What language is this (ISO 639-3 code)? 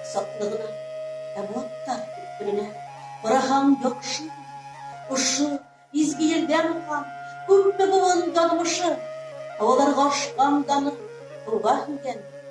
bak